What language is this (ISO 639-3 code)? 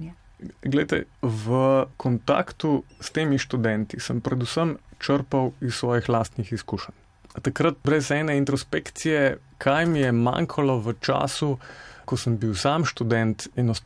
slv